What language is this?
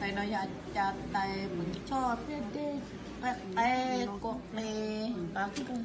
Hmong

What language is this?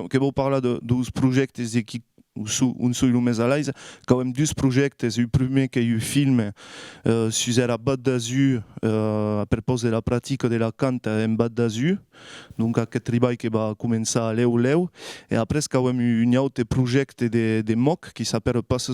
Occitan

